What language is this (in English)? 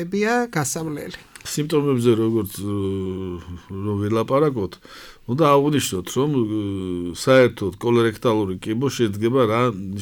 Georgian